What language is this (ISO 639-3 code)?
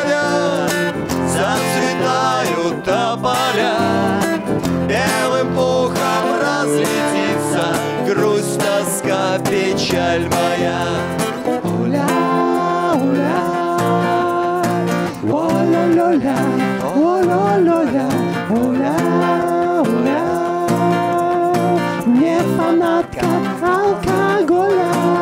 rus